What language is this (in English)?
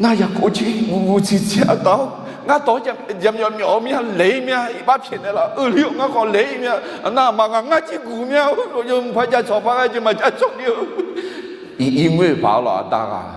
Akha